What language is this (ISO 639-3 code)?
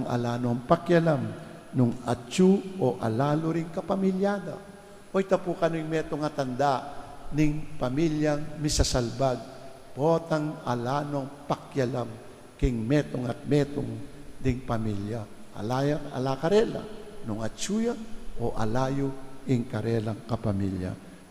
pam